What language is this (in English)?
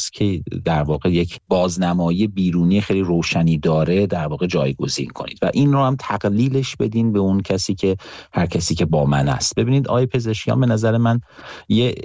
Persian